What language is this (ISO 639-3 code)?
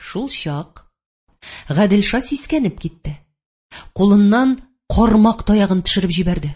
tat